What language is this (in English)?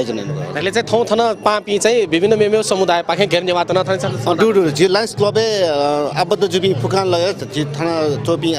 Newari